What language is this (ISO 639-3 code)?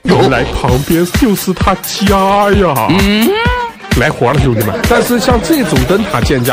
zho